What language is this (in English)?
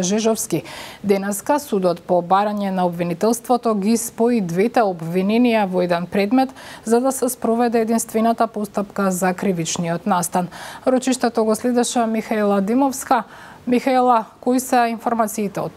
Macedonian